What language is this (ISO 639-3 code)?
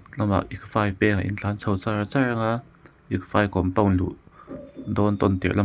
lus